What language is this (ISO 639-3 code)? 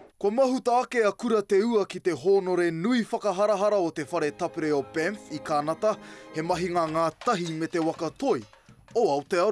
mri